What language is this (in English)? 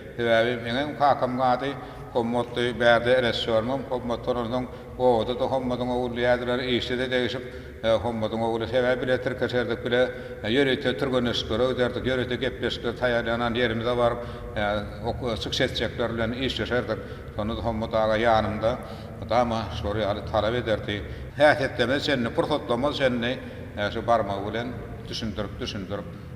Turkmen